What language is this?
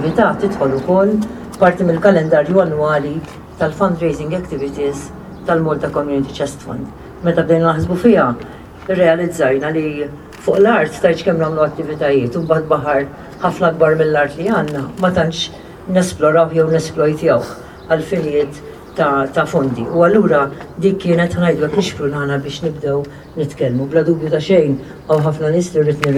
Maltese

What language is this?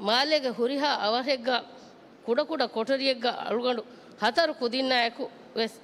Divehi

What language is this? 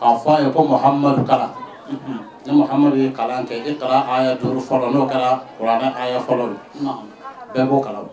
Bambara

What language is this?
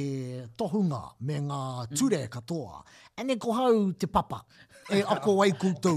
Māori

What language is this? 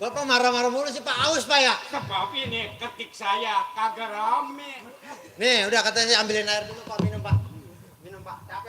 Betawi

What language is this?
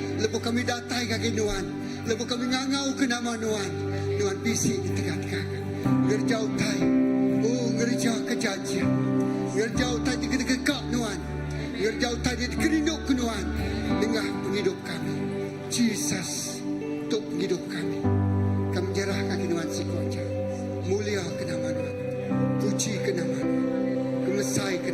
Iban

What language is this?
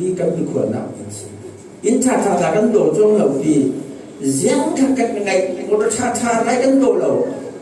Falam Chin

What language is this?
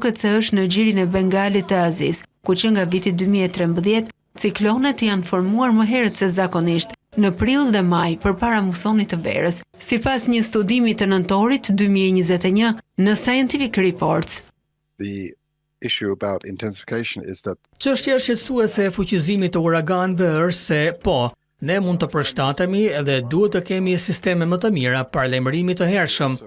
Albanian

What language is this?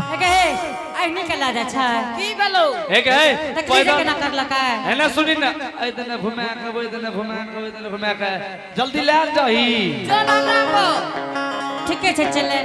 Angika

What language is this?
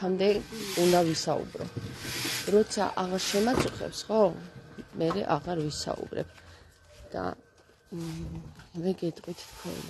Georgian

